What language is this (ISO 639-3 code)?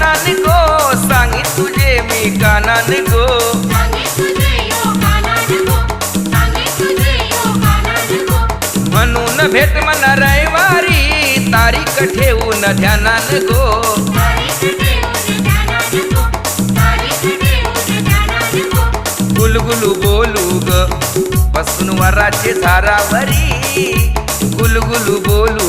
mar